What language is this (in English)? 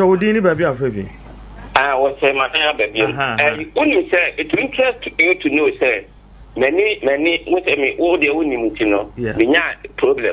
Akan